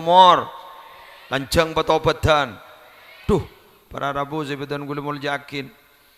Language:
Madurese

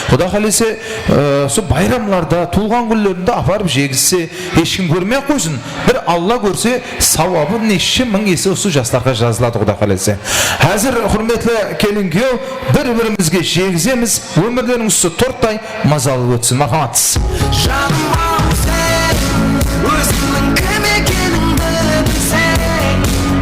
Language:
Kara-Kalpak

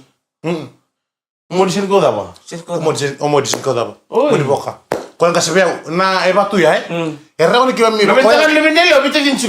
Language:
Fijian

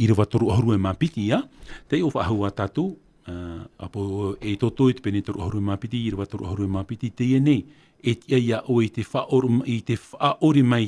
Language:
Tahitian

